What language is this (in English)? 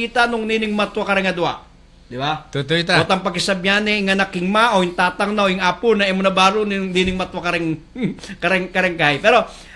Pampanga